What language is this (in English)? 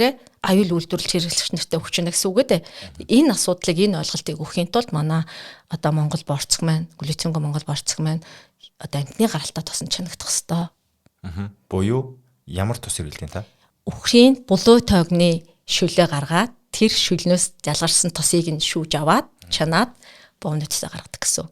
Mongolian